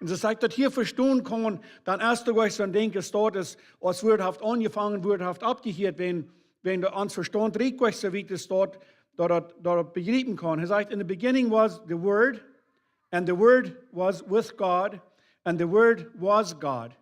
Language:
Plautdietsch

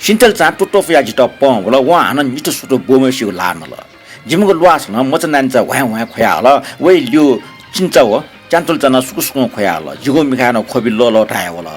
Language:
Newari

